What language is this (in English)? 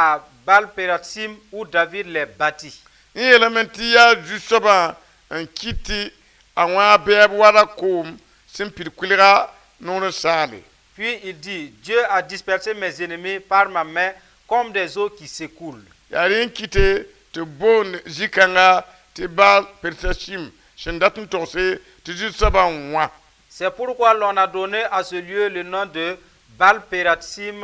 Mossi